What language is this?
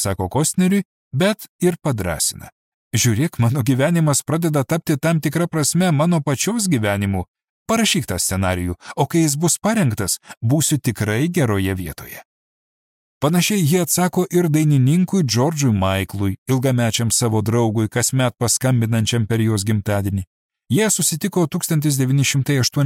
Lithuanian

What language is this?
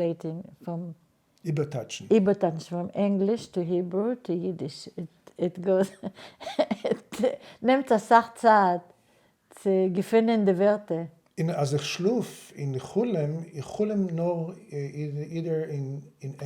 Yiddish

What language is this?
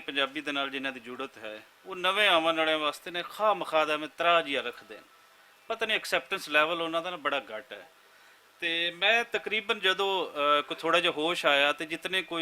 Western Panjabi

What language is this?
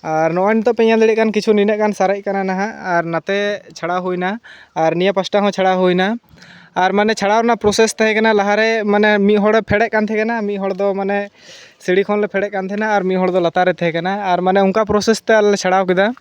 Santali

